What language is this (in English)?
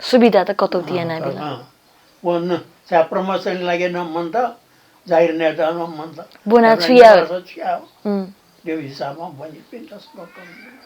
Newari